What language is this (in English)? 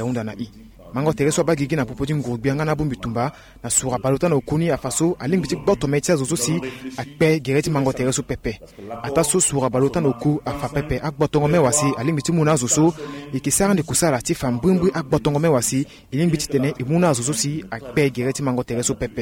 Sango